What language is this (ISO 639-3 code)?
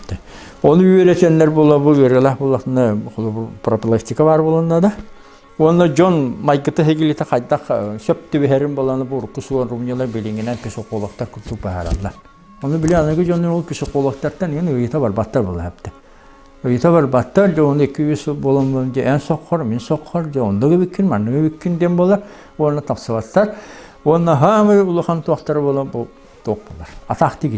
sah